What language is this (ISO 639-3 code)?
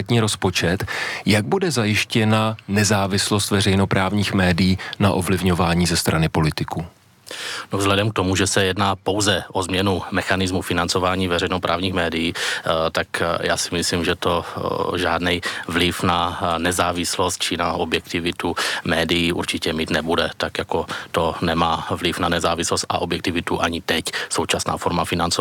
ces